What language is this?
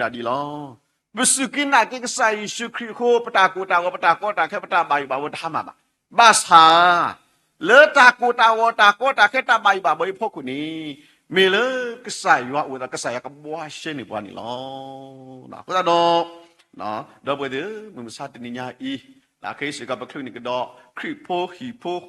S'gaw Karen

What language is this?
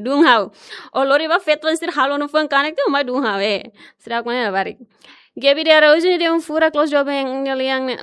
Tetum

